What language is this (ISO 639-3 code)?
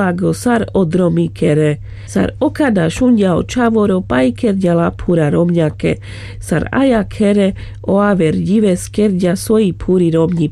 rmc